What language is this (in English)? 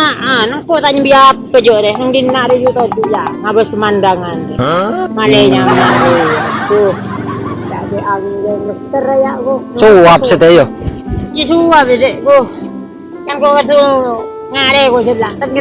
Madurese